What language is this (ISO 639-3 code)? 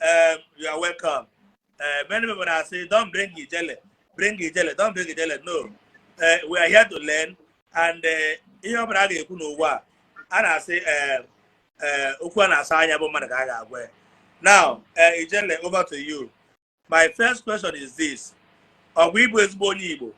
ibo